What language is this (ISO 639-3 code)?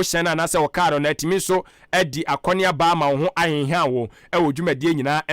aka